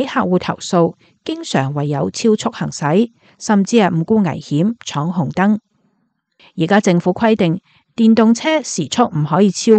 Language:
Cantonese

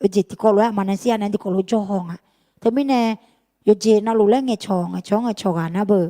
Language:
Akha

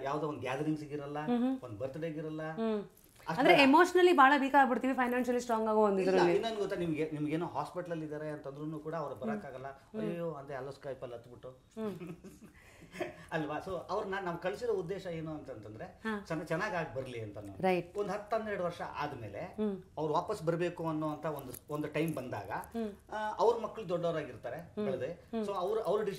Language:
Kannada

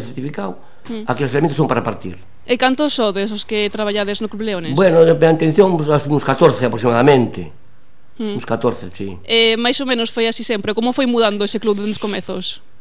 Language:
Galician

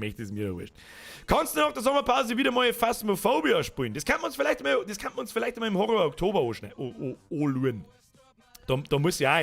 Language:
Bavarian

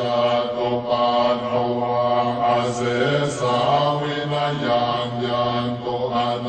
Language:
Pali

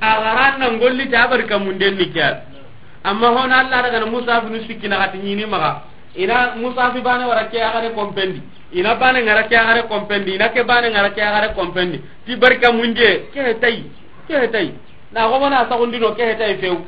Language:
Soninke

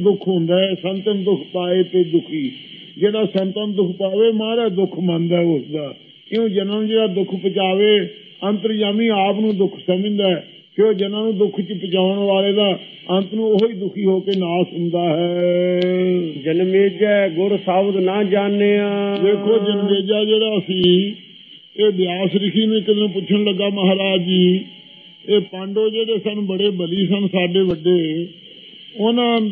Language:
Punjabi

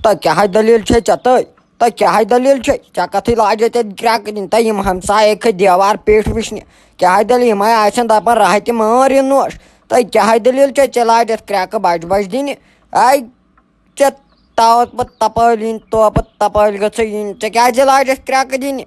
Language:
Kashmiri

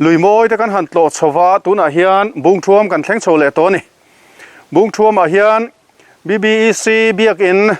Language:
Mizo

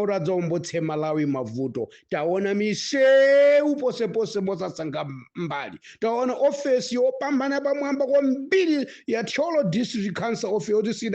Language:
Nyanja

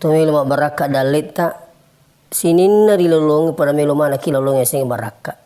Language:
Buginese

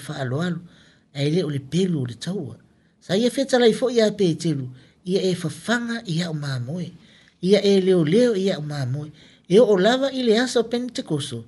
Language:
Samoan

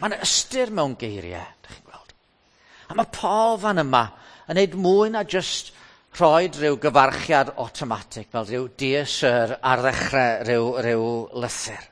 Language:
Welsh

